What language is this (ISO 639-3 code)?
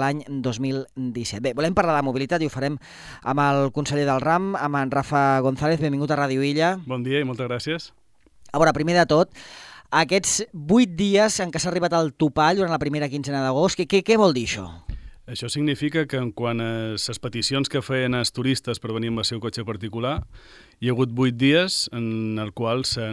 cat